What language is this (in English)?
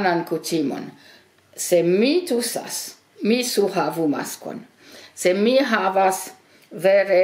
Esperanto